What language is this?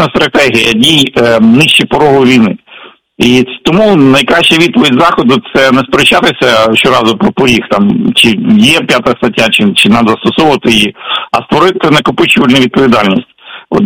Ukrainian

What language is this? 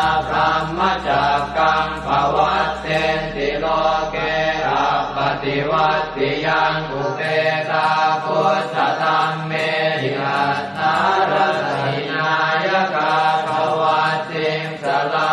Pali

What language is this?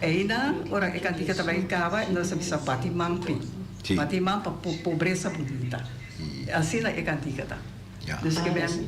Papiamento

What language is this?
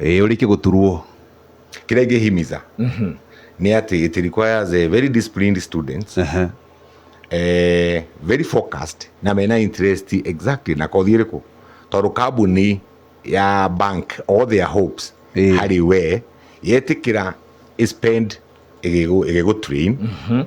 Kikuyu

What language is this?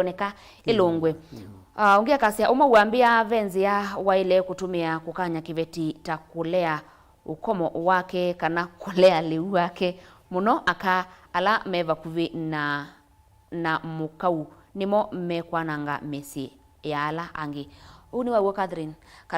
Kamba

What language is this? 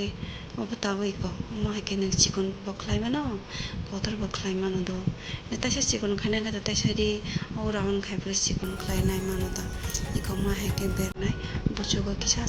Kok Borok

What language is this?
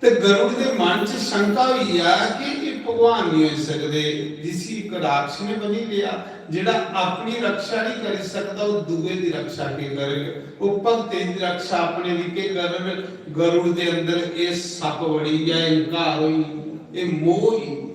Dogri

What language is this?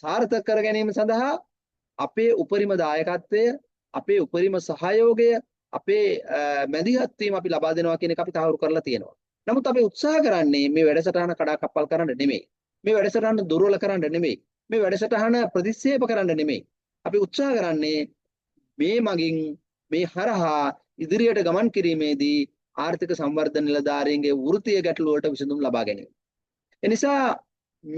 Sinhala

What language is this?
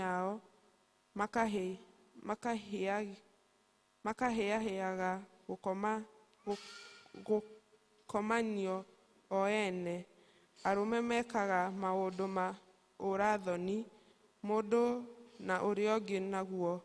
Kikuyu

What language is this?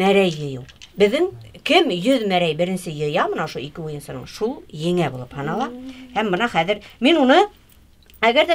Bashkir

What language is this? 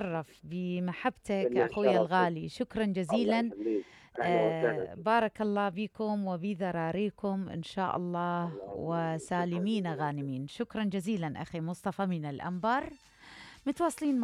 Mesopotamian Arabic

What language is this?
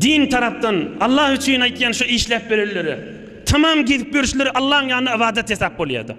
Turkmen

